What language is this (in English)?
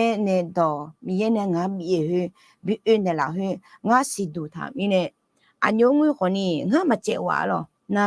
Akha